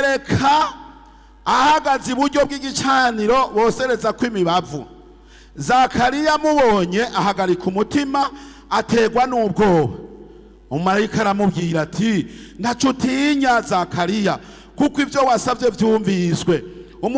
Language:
Rundi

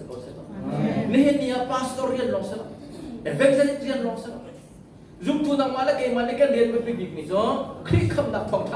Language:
Hakha Chin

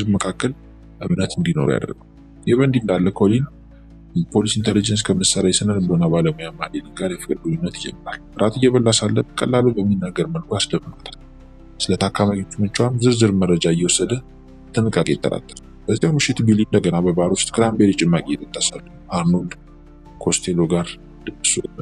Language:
Amharic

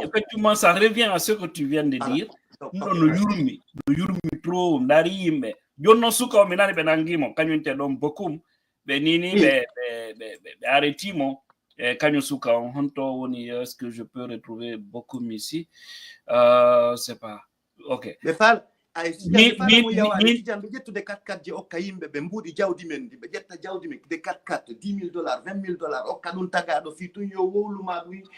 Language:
Fula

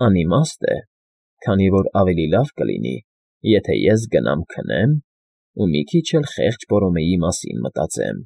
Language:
Armenian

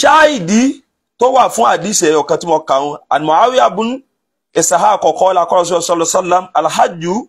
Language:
Yoruba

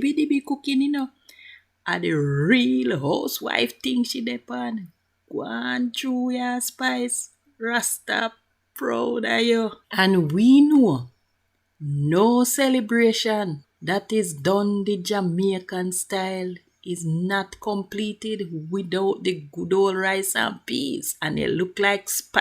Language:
Jamaican Creole English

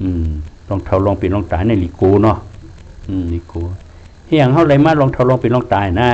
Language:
Shan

